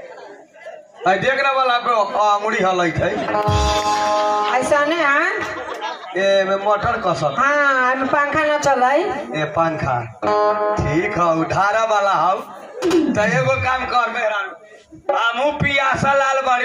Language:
Bhojpuri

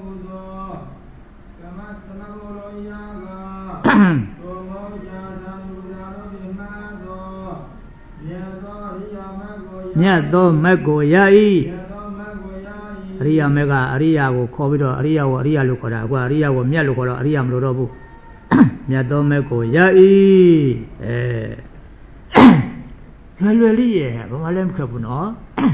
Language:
Burmese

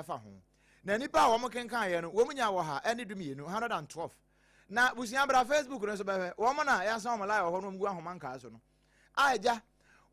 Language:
Akan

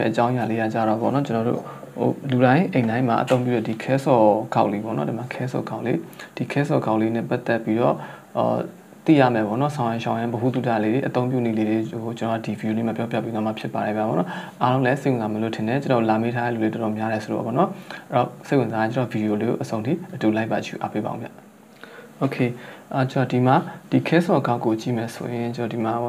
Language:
Burmese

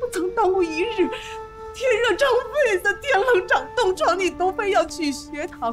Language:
Chinese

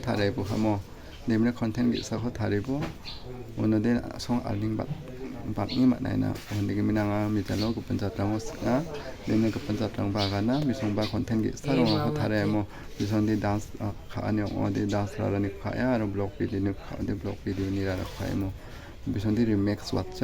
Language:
Garo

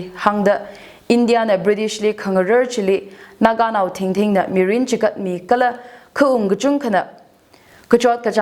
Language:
Tangkhul Naga (India)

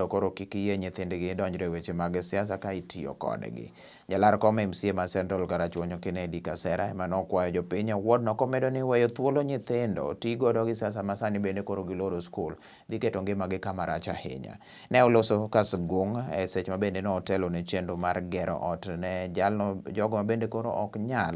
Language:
Luo (Kenya and Tanzania)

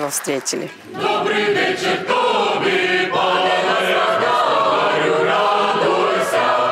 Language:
Russian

